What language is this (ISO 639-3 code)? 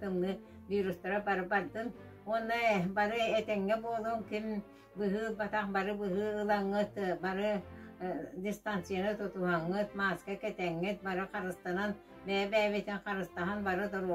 sah